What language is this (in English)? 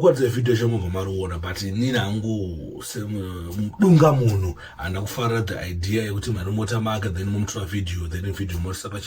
Shona